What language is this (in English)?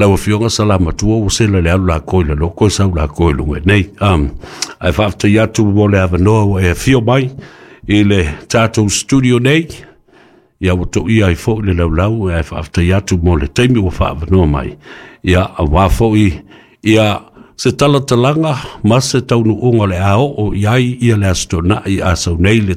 Samoan